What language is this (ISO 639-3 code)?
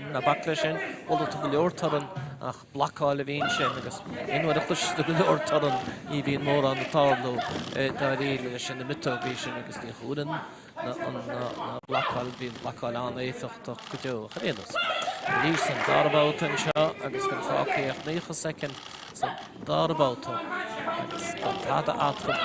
gle